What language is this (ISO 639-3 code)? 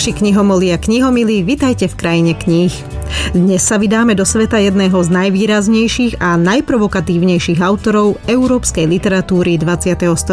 slk